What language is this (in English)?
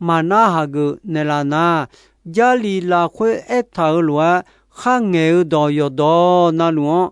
Akha